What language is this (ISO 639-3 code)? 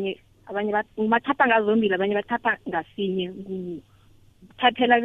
nbl